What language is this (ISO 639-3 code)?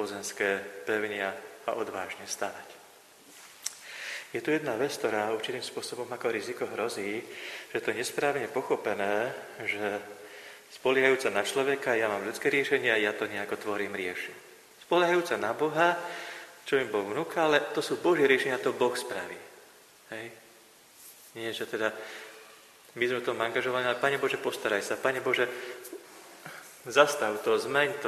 slk